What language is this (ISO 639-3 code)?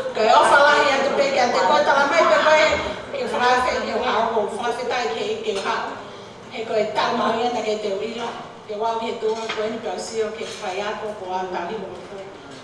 ton